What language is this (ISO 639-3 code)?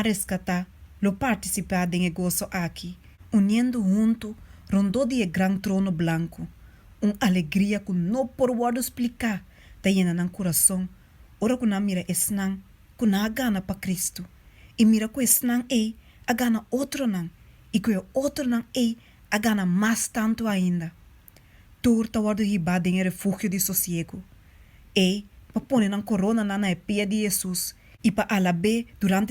pap